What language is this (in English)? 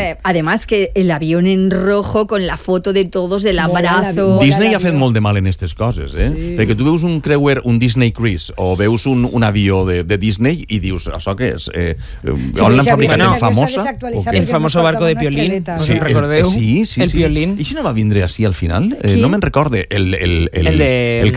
Catalan